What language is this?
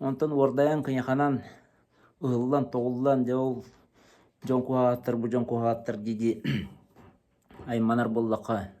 Yakut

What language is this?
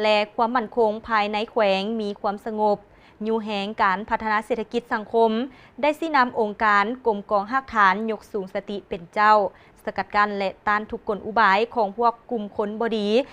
Lao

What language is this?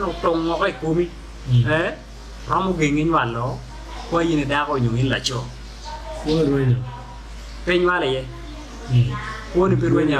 Acoli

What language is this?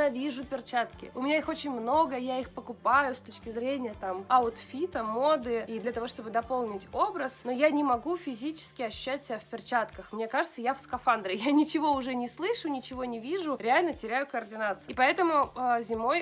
Russian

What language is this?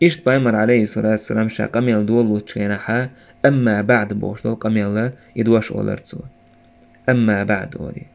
Chechen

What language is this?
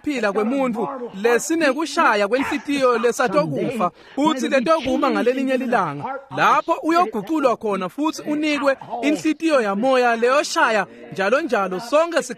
Swati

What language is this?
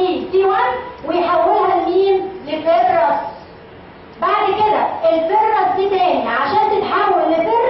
Egyptian Arabic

